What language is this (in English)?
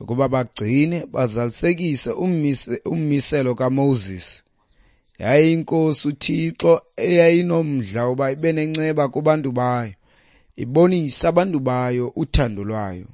Xhosa